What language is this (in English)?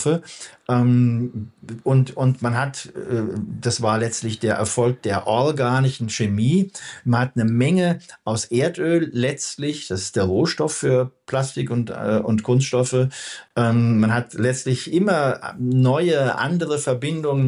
German